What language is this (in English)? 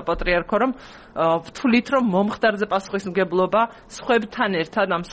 Georgian